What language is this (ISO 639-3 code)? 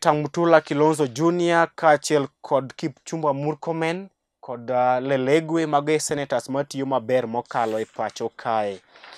luo